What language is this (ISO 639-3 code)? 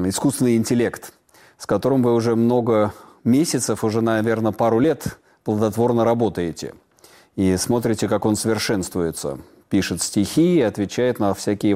rus